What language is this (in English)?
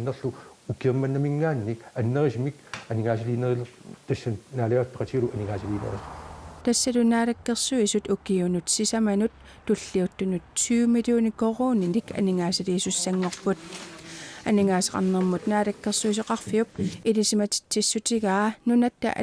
Kalaallisut